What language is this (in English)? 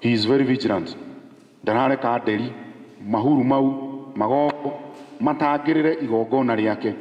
Kikuyu